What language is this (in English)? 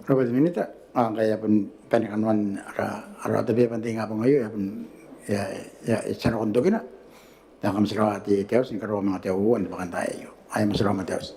Gilbertese